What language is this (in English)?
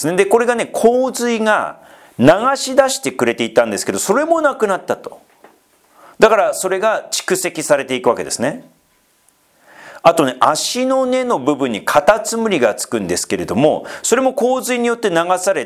Japanese